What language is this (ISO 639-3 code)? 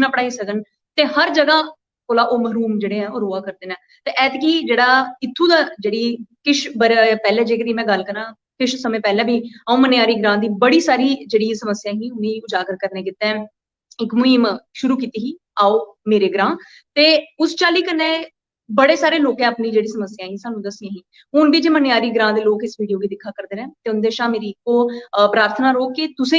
doi